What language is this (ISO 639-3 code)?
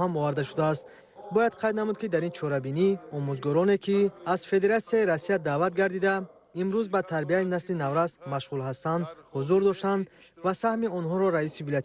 tgk